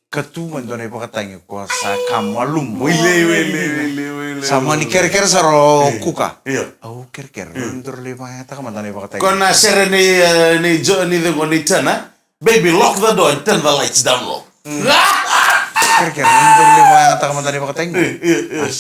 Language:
Fijian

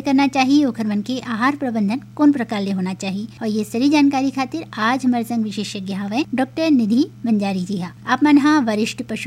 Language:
Chhattisgarhi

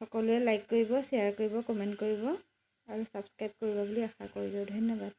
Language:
Assamese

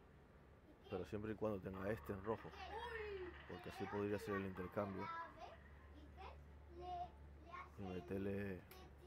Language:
Spanish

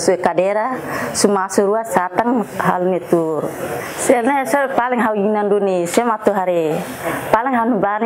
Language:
Tetum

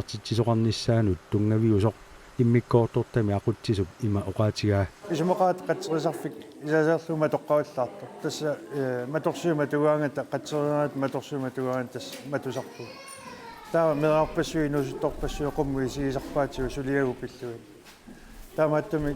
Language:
Kalaallisut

